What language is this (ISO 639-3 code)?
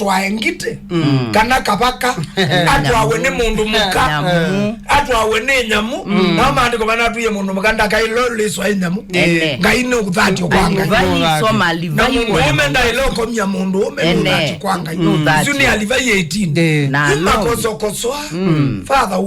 kam